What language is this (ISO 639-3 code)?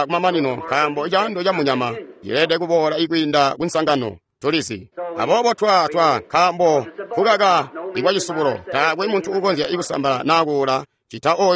toi